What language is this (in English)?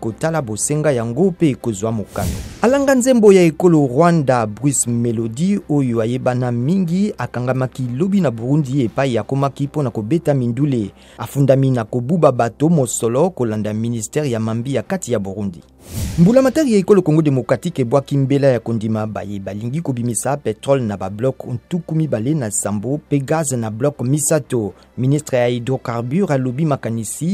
Lingala